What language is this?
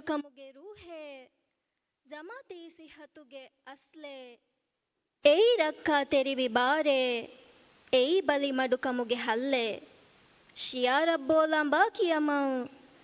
Divehi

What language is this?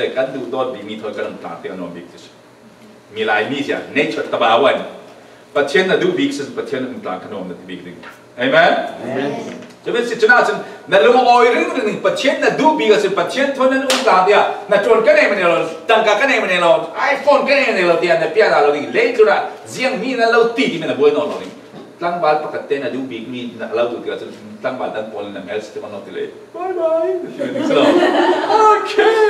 Falam Chin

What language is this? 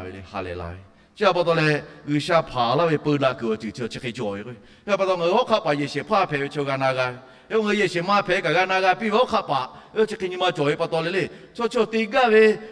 Lahu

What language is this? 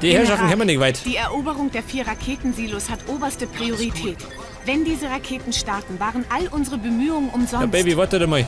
Bavarian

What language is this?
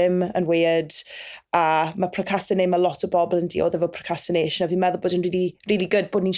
Welsh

